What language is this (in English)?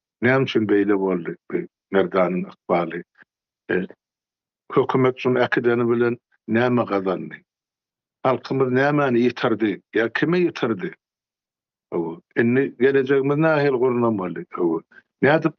Turkmen